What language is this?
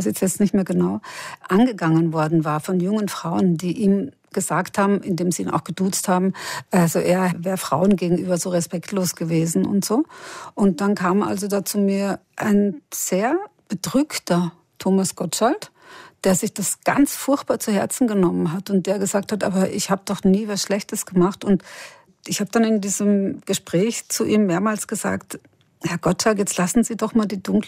German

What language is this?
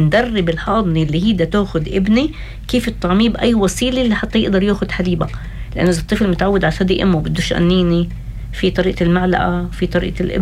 North Levantine Arabic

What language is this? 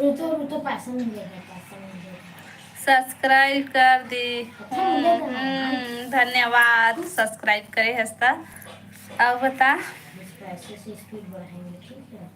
Chhattisgarhi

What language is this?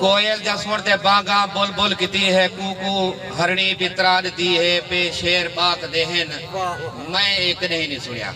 Saraiki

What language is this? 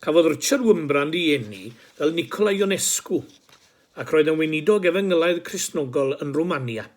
Welsh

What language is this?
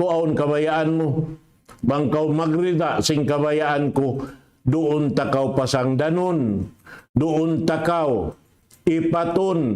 Tausug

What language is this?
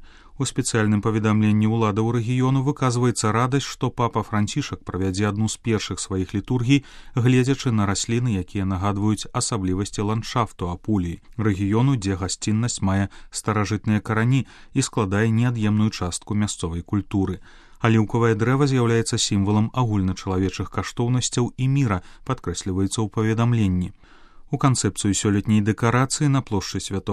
Belarusian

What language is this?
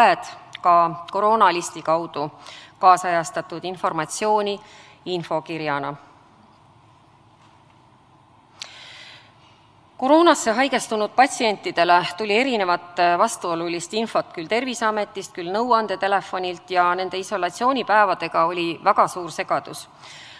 Estonian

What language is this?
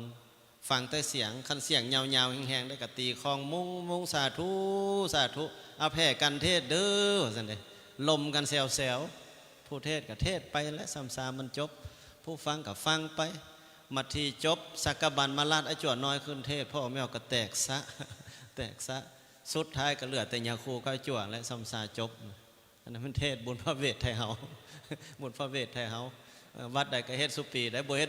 Lao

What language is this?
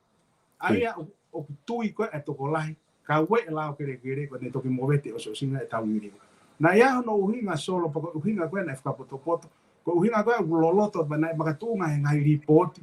Tongan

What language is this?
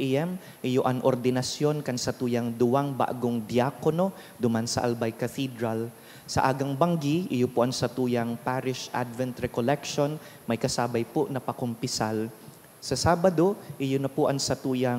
Bikol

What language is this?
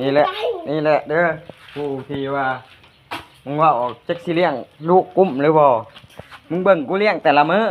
Northeastern Thai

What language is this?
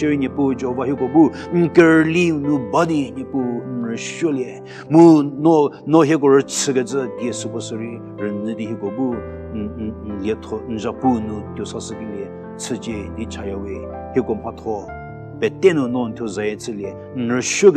Angami Naga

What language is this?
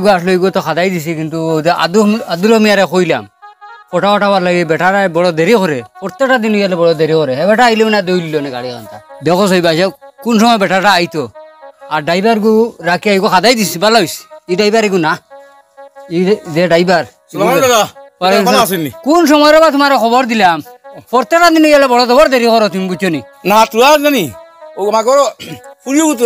Sylheti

